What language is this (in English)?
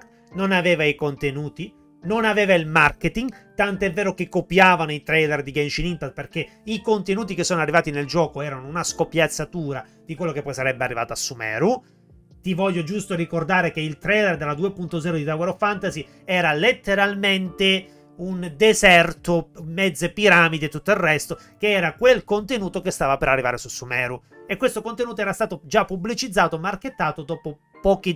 Italian